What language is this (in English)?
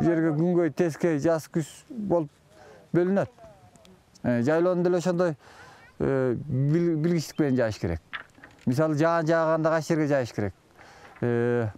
Kyrgyz